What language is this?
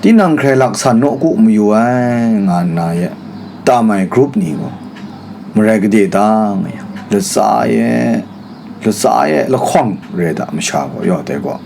Kachin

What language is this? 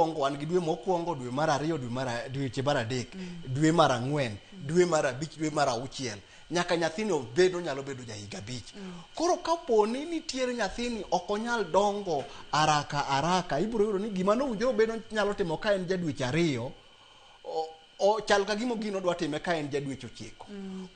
Luo (Kenya and Tanzania)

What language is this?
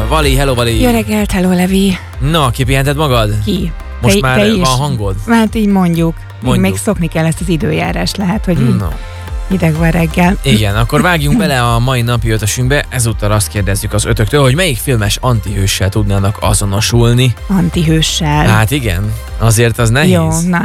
Hungarian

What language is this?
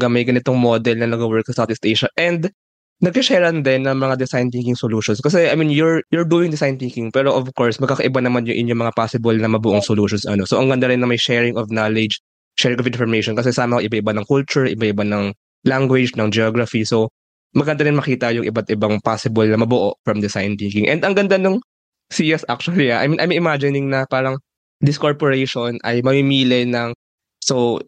Filipino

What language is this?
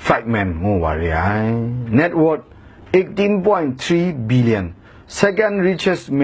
Kachin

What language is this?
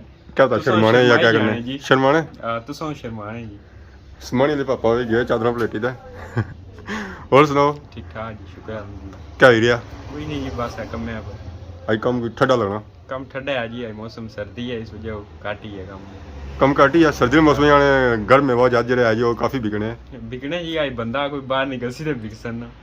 Pahari-Potwari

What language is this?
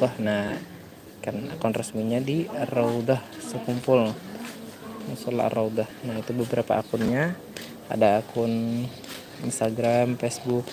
Banjar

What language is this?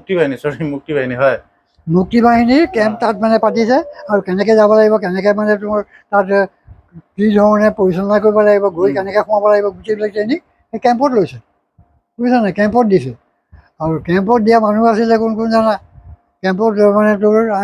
Assamese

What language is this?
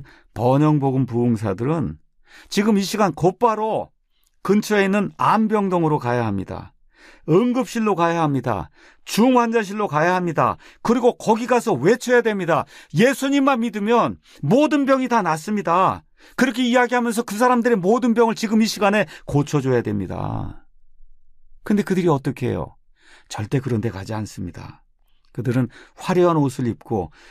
Korean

